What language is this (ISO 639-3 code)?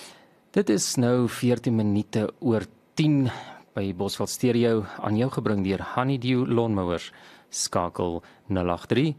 afr